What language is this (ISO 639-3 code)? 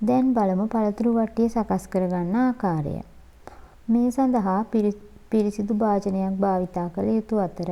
sin